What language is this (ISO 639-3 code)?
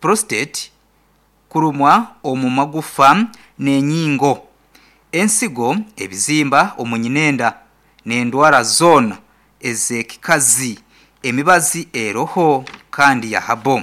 nyn